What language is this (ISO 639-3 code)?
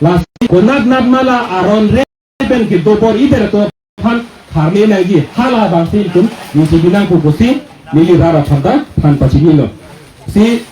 mjw